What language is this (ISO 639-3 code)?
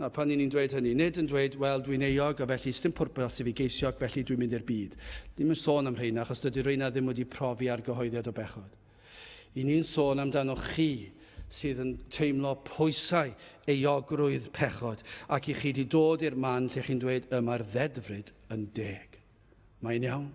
cym